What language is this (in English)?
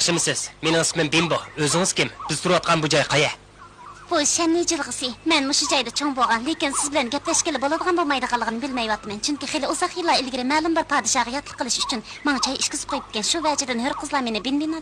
Uyghur